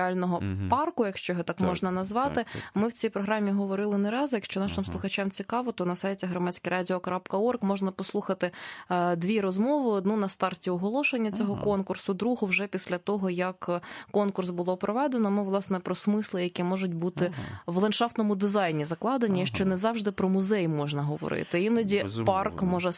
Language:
Ukrainian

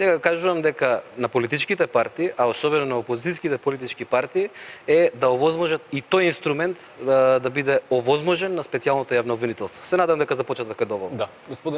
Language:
Macedonian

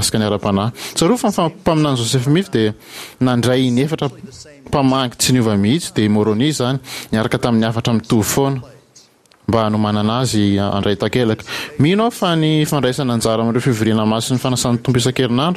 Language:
Malagasy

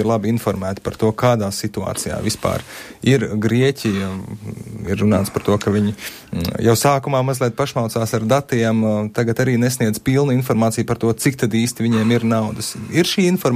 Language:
Latvian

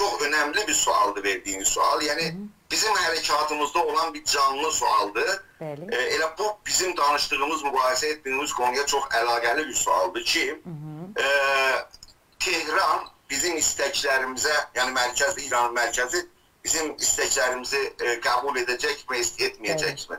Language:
South Azerbaijani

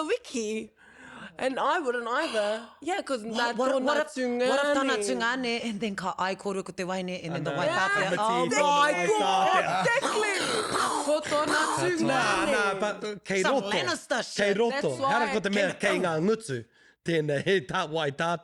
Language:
Māori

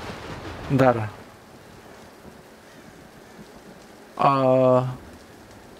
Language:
Indonesian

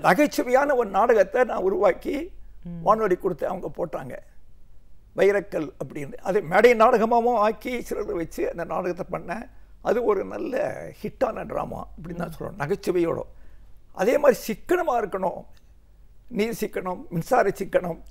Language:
Tamil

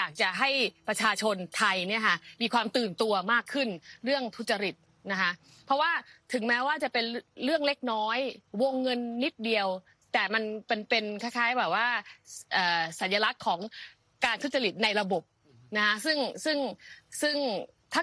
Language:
Thai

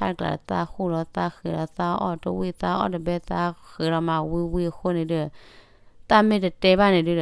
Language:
S'gaw Karen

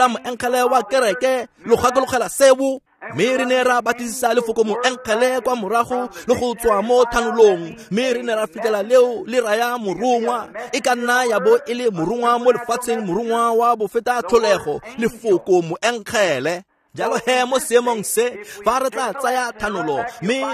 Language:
Tswana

